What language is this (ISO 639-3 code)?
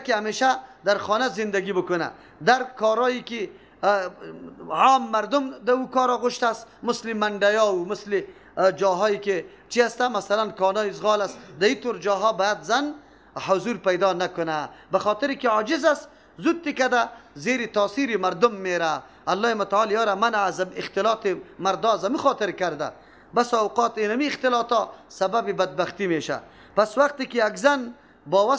fas